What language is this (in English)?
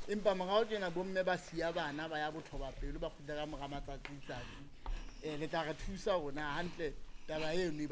Southern Sotho